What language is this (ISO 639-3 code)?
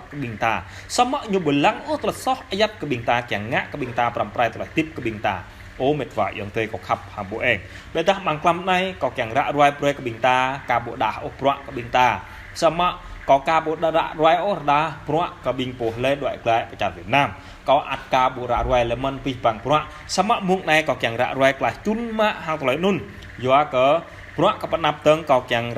jra